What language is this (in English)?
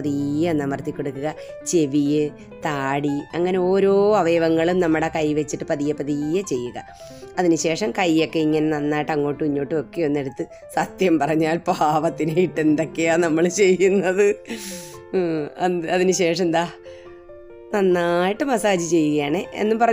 Malayalam